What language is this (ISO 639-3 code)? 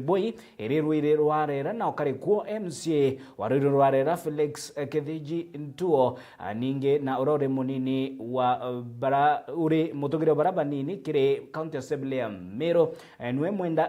mer